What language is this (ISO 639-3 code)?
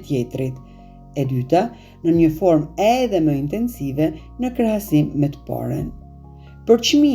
sqi